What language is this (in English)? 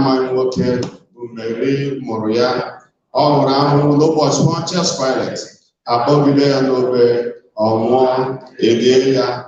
Igbo